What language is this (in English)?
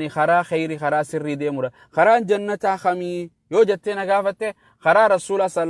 Oromo